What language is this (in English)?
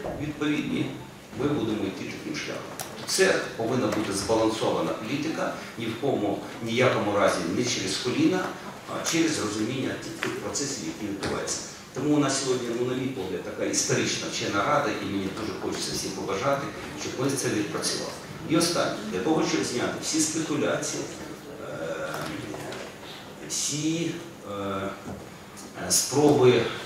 Ukrainian